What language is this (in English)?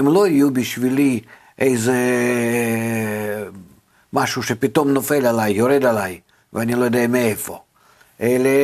Hebrew